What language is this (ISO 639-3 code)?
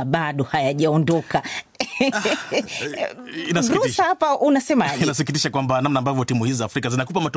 swa